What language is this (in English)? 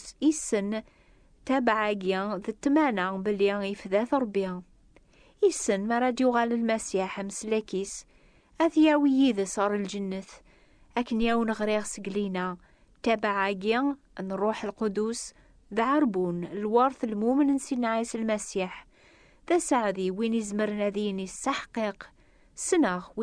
Kabyle